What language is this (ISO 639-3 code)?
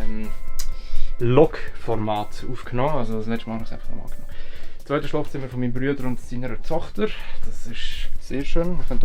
gsw